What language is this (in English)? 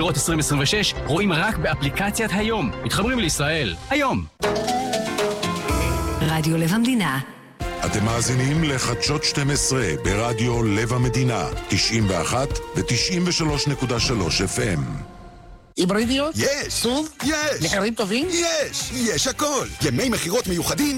Hebrew